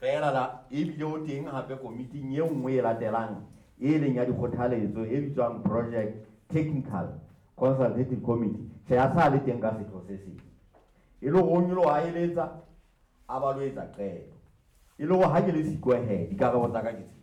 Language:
Southern Sotho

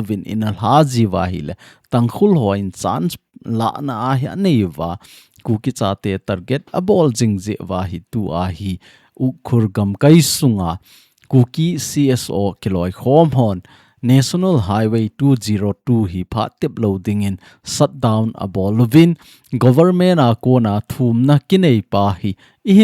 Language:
Thado Chin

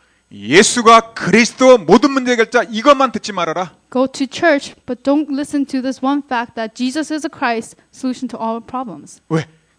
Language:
Korean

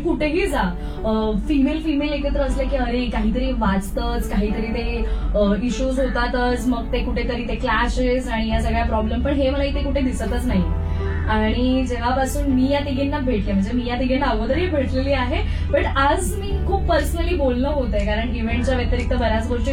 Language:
Marathi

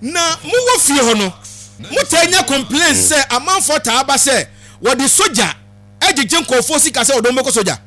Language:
Akan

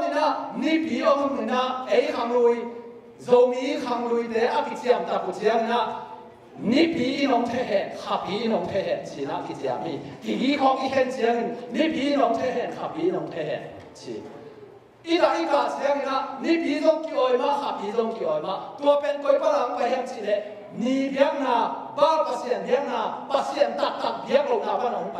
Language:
Tedim Chin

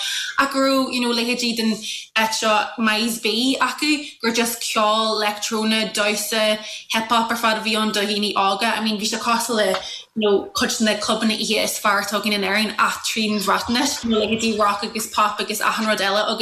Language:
Irish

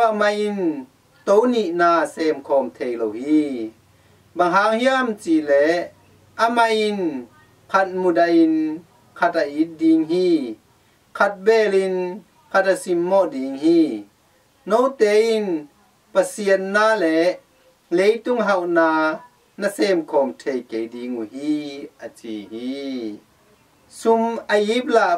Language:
Tedim Chin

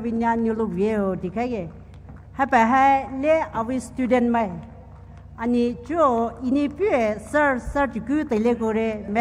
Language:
Poumei Naga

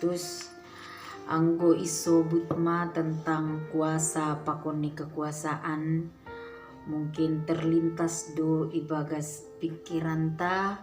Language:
Batak Simalungun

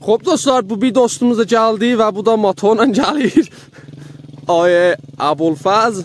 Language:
South Azerbaijani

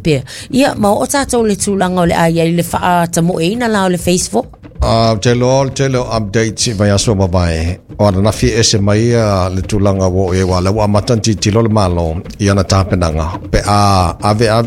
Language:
Samoan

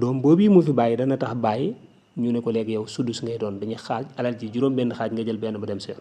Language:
Wolof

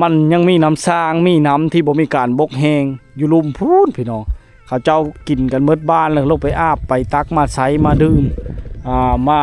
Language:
Lao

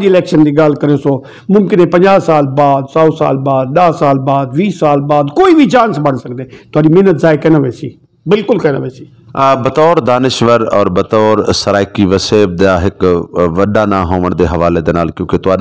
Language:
Saraiki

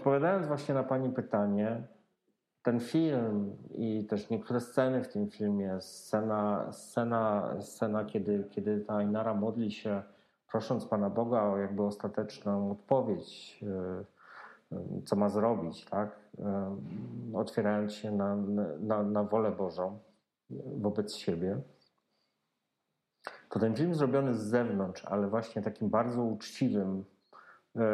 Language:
Polish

